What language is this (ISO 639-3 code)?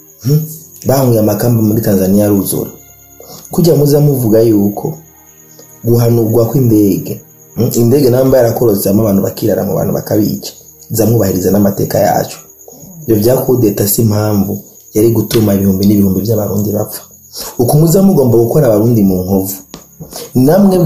run